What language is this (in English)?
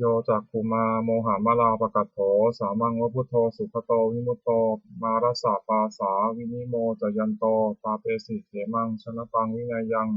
Pali